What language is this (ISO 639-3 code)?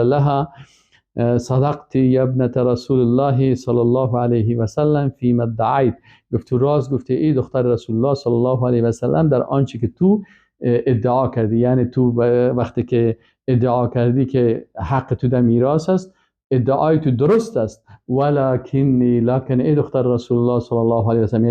fas